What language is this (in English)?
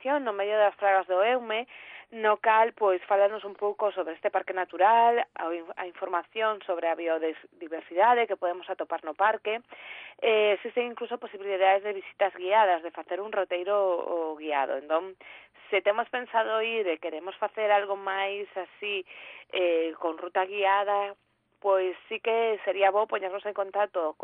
Galician